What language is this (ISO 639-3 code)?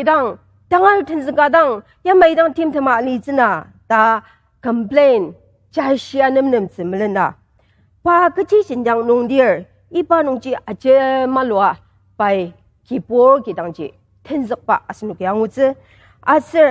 njo